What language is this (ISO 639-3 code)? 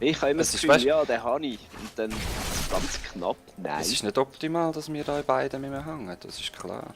gsw